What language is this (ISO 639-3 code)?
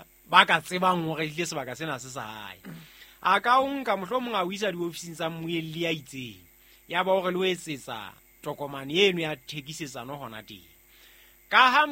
sot